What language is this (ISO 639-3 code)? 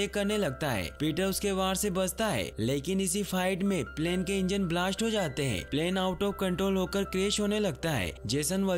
hin